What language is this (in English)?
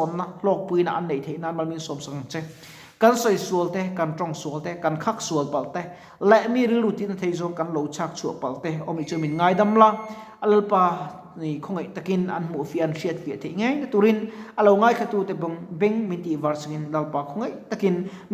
Mizo